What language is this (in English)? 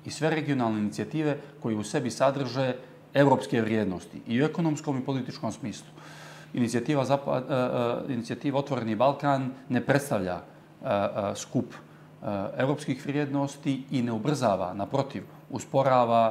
Bosnian